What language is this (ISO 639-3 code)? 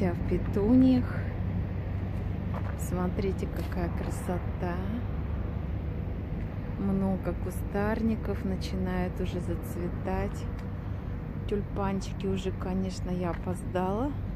rus